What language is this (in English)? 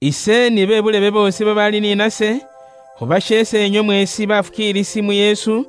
Luyia